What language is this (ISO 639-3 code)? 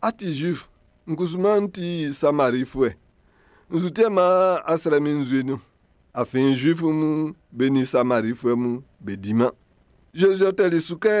bci